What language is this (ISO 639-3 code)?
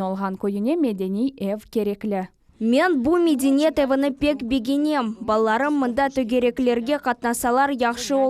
crh